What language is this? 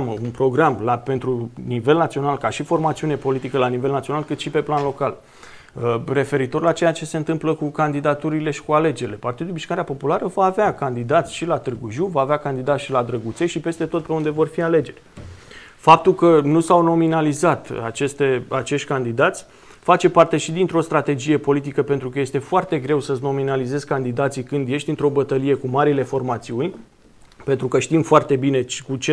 Romanian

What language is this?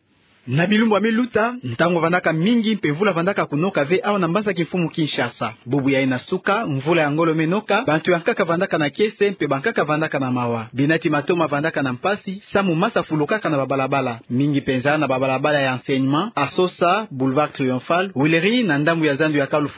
Kituba (Democratic Republic of Congo)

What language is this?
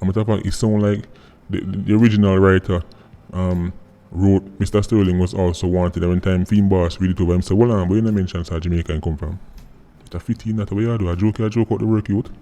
Jamaican Creole English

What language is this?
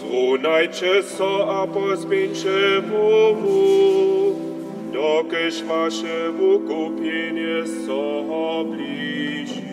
Upper Sorbian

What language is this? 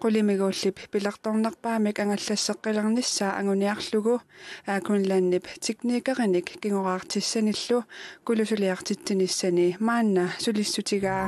Kalaallisut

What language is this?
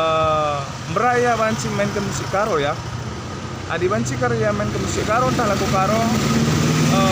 Batak Karo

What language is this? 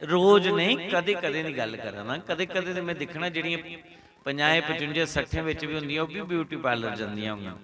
Dogri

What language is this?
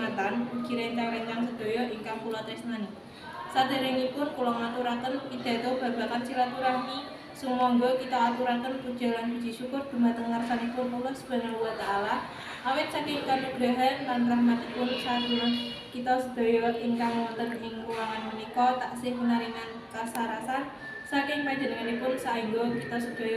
Javanese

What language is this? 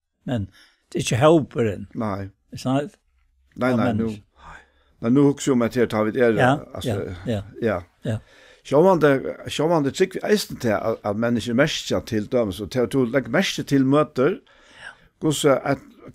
Faroese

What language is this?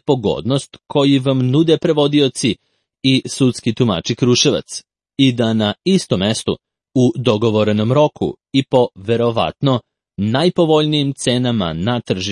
Serbian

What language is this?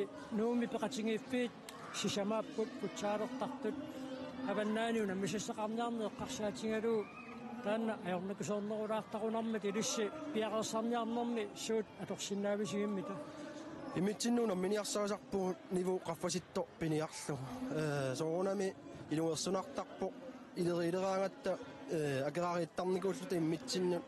Kalaallisut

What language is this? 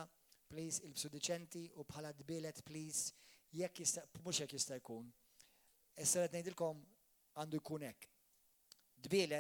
Maltese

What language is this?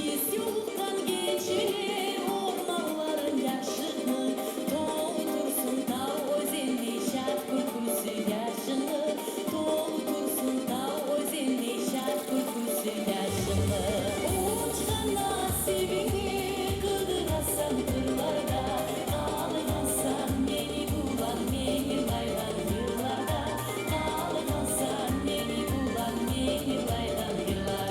Kumyk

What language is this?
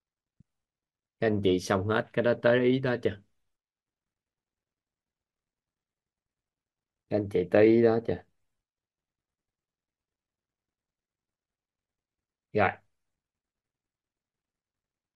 Vietnamese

